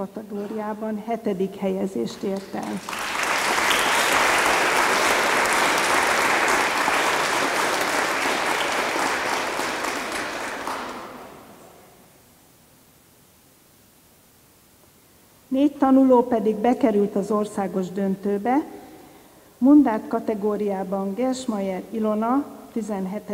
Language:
Hungarian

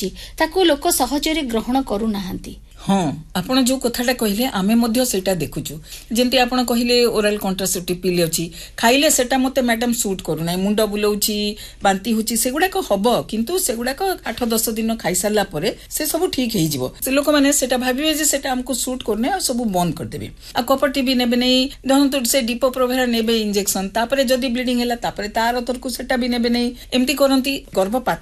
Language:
Odia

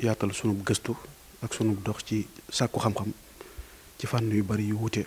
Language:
Wolof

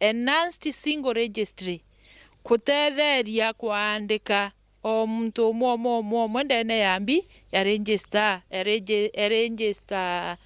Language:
Meru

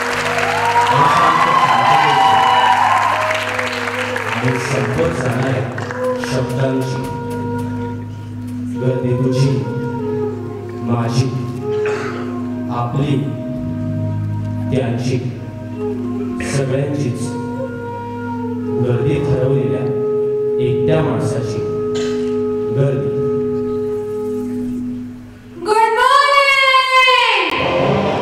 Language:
Marathi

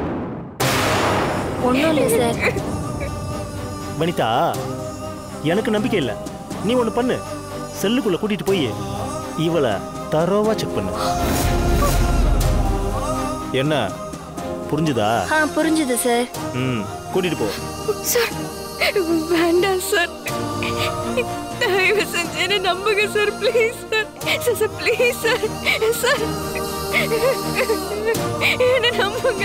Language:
Tamil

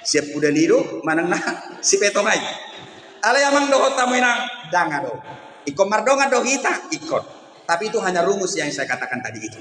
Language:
Batak Toba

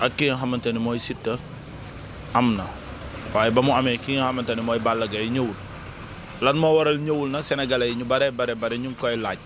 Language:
Wolof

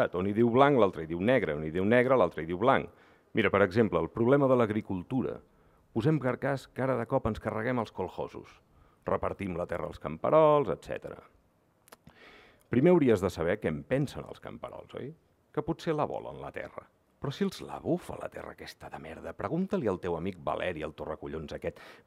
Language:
Catalan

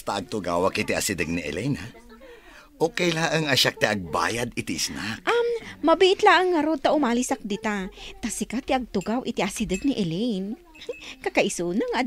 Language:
Iloko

